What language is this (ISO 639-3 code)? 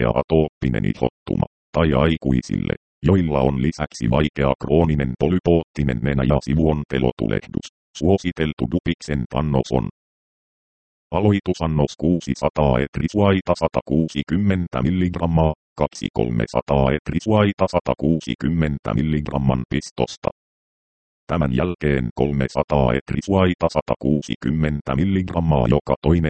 fin